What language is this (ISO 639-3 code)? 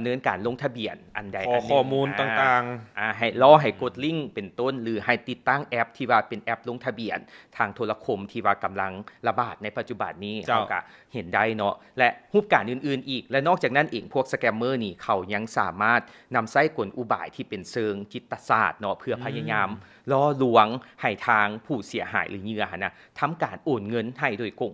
lao